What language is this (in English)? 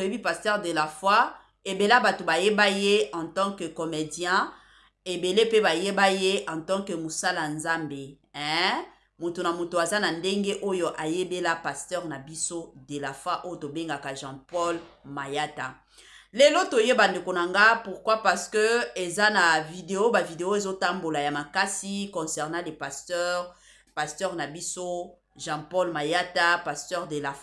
Lingala